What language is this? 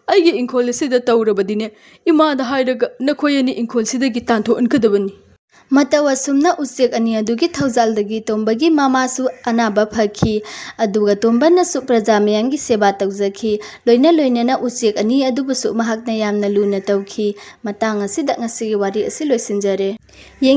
Manipuri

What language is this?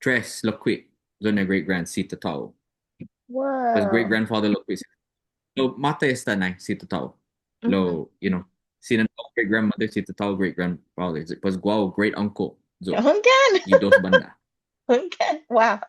Chamorro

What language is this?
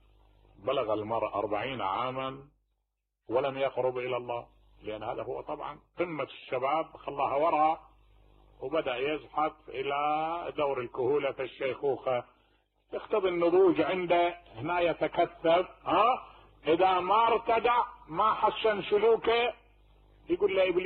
Mesopotamian Arabic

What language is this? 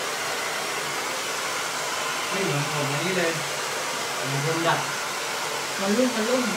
Thai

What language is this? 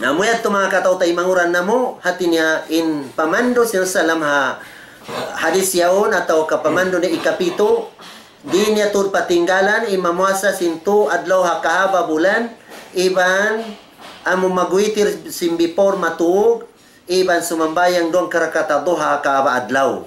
Tausug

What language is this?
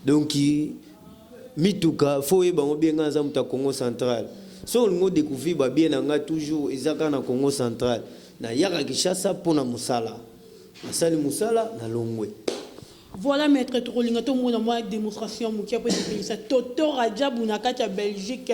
Lingala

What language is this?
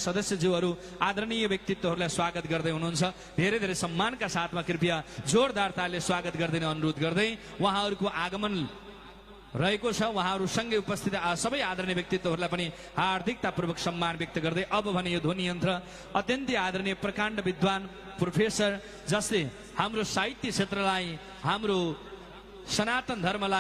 Nepali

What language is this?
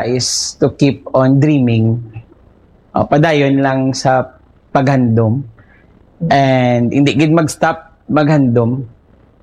Hiligaynon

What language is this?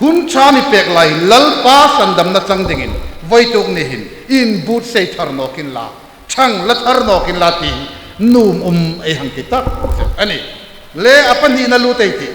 Hmar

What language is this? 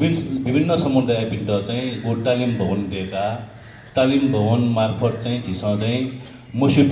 Newari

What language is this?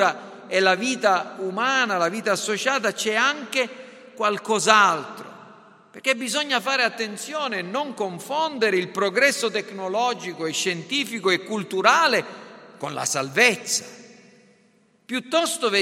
Italian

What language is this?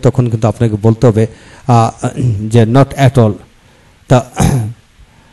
Bangla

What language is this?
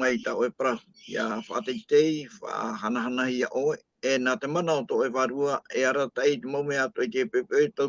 Tahitian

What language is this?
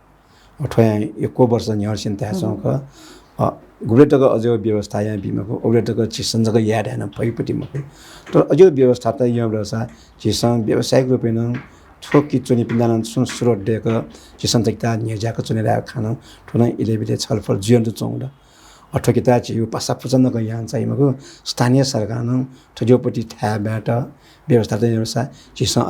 Newari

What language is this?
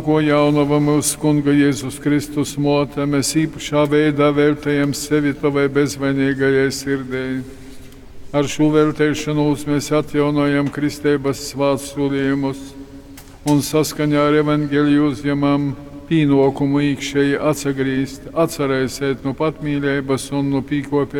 Latgalian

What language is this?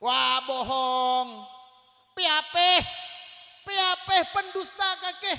Madurese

